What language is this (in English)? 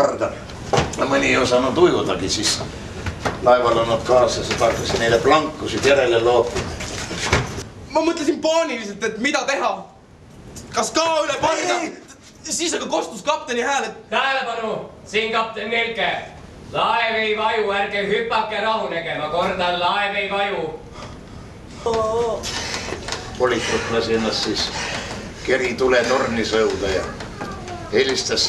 Estonian